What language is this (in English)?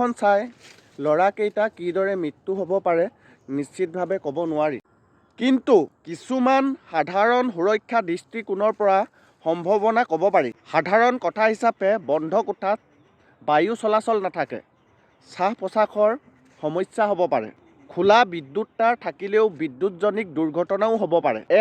Assamese